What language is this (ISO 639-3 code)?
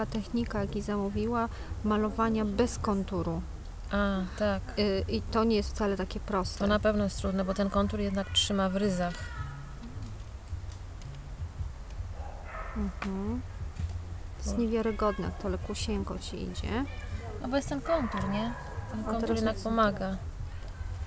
pol